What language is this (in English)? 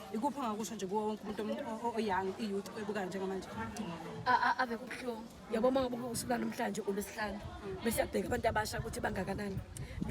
Zulu